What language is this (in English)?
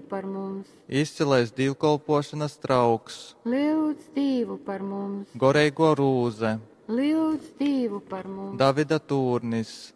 Latgalian